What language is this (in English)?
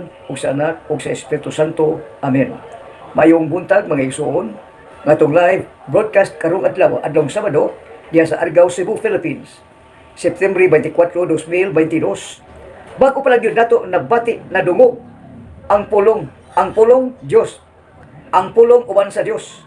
Cebuano